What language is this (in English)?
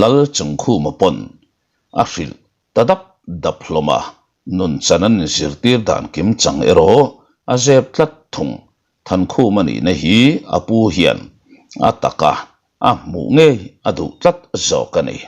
Mizo